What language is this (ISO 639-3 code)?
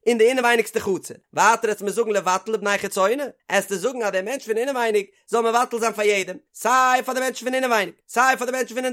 yid